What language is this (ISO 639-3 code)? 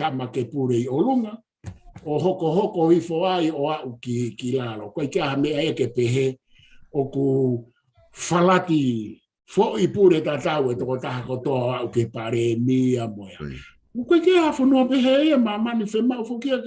ton